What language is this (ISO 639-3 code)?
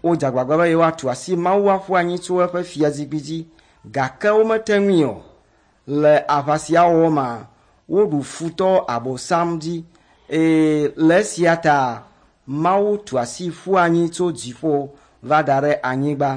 ewe